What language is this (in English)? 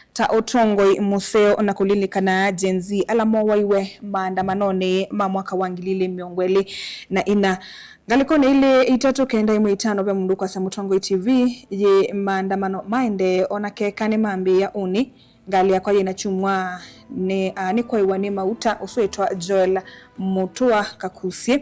Kamba